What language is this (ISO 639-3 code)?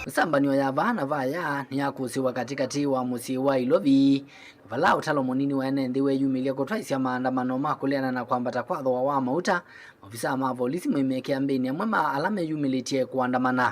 kam